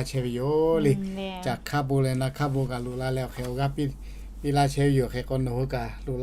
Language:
Lahu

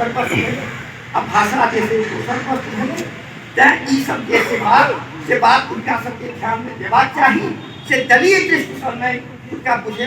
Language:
Maithili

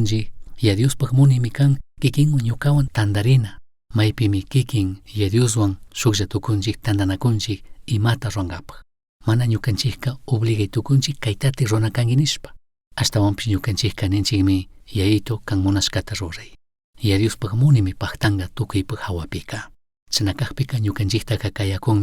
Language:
Chimborazo Highland Quichua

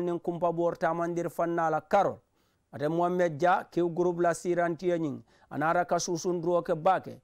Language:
Mandingo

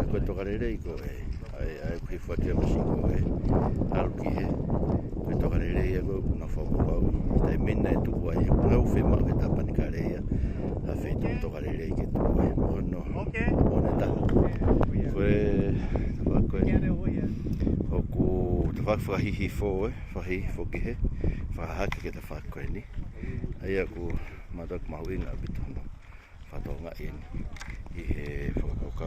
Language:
Tongan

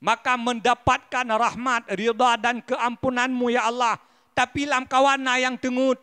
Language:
Achinese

